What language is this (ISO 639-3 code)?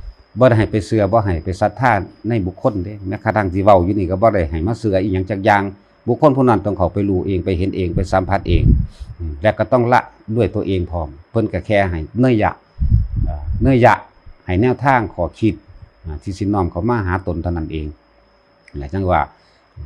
lao